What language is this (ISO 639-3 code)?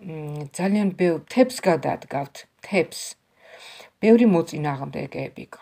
kat